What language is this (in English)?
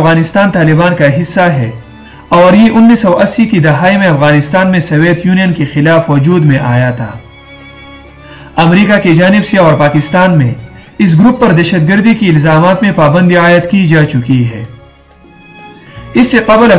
Urdu